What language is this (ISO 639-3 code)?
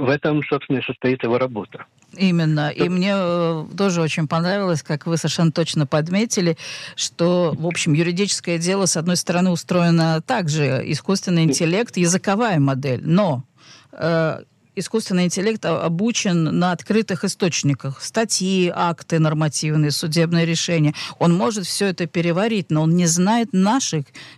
rus